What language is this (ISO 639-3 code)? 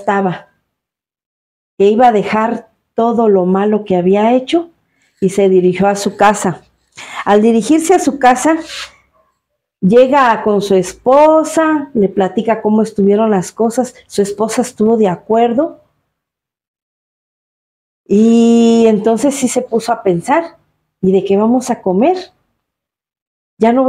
spa